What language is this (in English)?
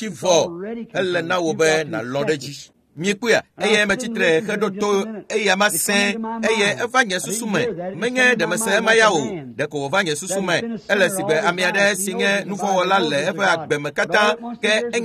Ewe